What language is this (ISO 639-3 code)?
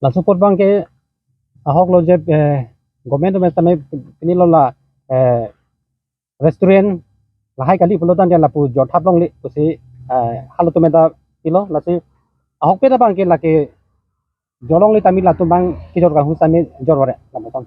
mjw